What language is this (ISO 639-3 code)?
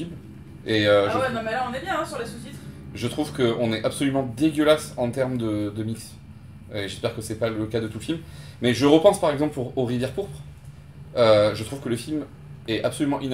fra